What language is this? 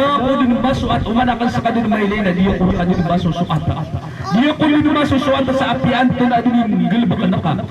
Maranao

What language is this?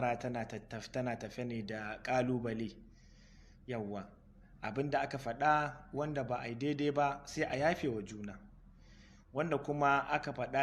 Hausa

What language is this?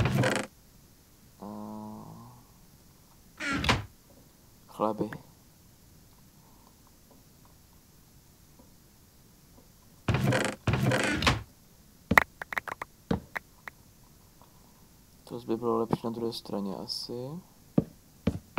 Czech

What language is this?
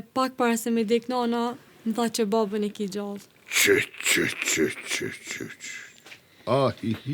Albanian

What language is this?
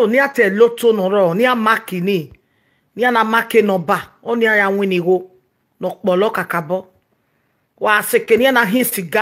Nigerian Pidgin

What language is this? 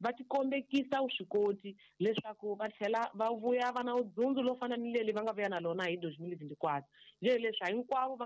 Tsonga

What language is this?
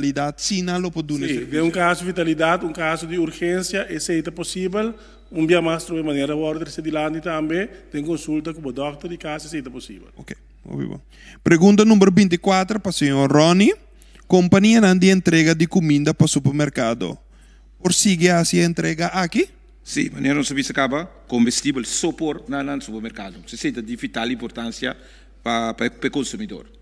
Papiamento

